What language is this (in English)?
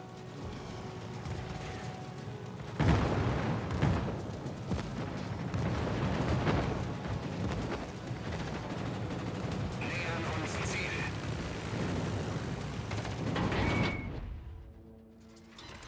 German